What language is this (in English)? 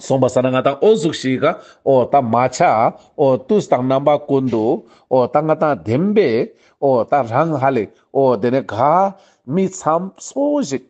Ladakhi